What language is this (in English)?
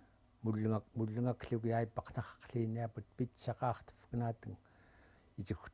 Central Yupik